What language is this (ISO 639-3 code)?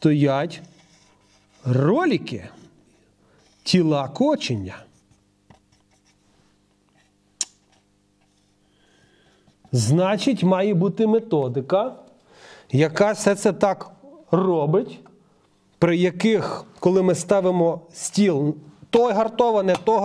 ukr